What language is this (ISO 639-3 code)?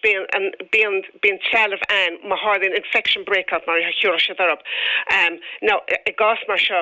gle